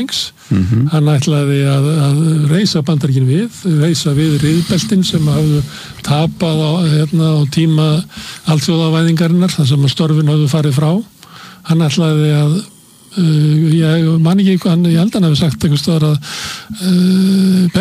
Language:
Icelandic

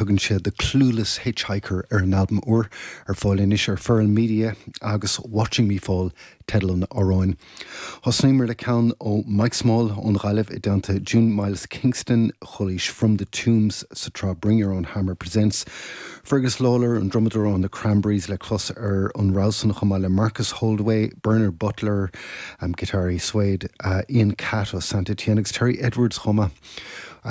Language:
Irish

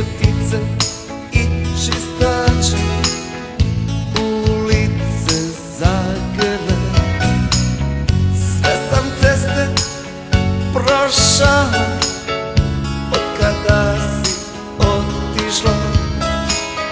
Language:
Croatian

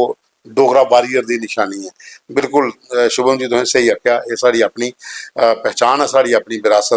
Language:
Dogri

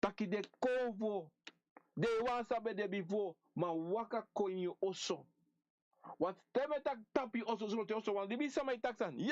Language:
Sranan Tongo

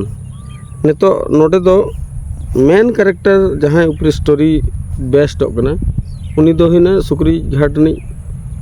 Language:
Santali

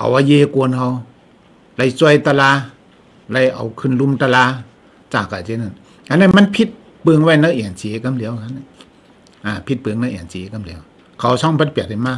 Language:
Shan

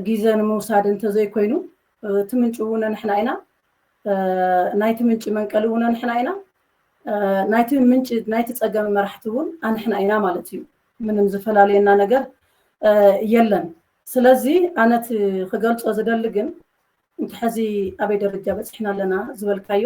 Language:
Tigrinya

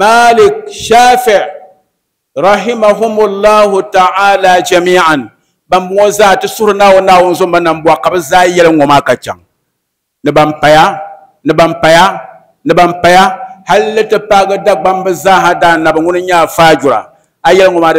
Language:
Dagbani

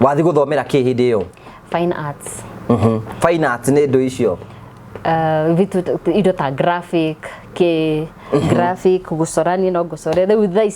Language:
Kikuyu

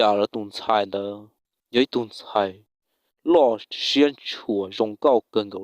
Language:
Hmong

